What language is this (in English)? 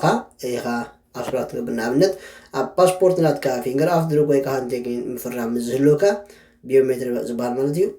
Tigrinya